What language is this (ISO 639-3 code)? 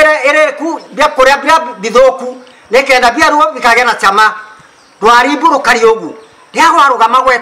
mer